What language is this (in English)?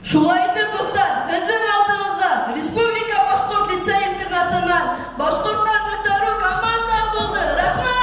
Bashkir